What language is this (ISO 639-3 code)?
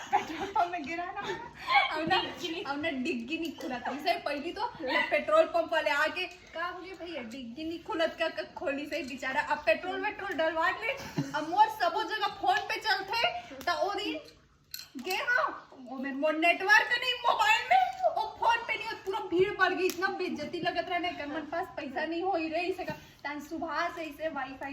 hne